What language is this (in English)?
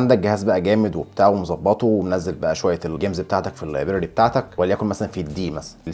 Egyptian Arabic